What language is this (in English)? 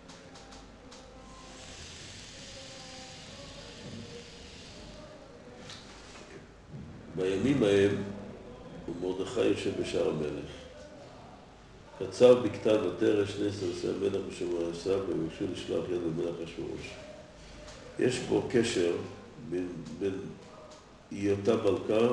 Hebrew